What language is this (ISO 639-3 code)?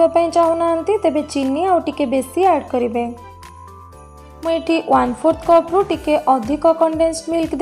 ori